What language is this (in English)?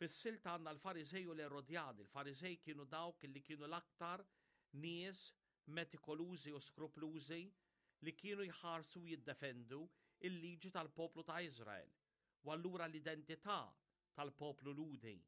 Maltese